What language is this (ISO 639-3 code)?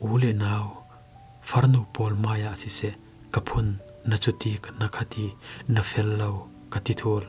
cfm